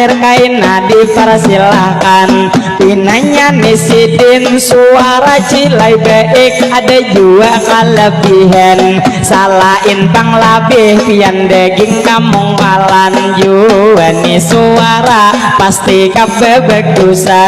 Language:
Banjar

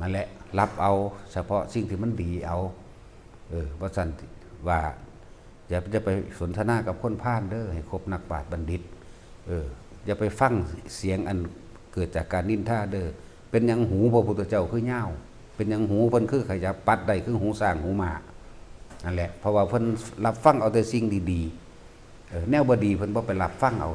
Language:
Northeastern Thai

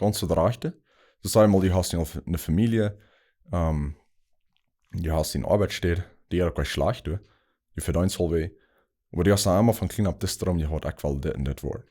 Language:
Plautdietsch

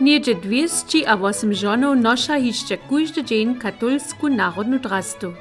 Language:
Upper Sorbian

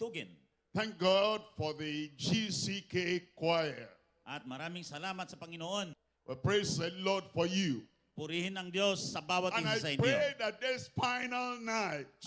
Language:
Filipino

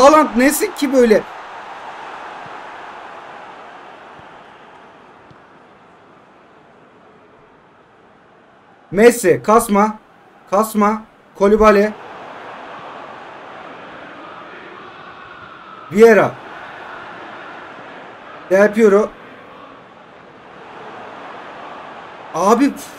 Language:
Turkish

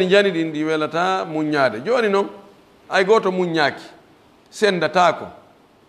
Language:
Fula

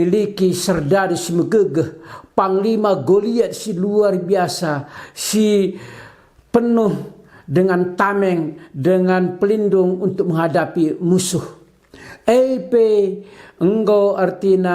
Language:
Batak Karo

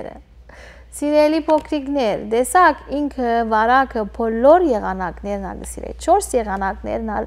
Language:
Western Armenian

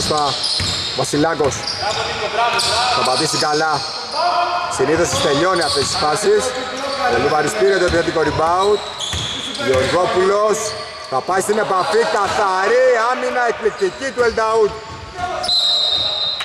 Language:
Greek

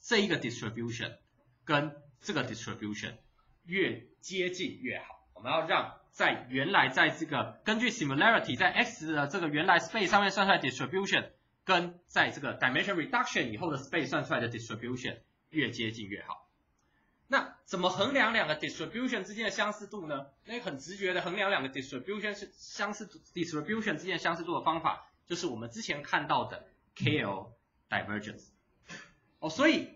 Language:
Chinese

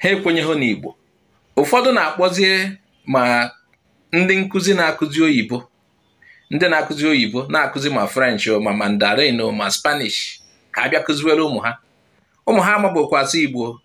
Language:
Igbo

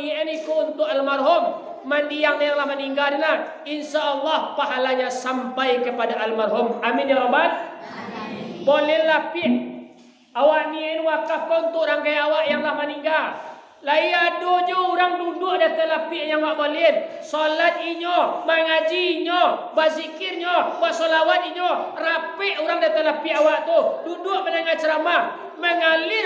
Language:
Minangkabau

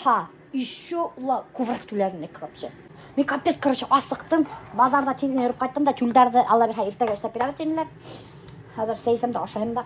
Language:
Bashkir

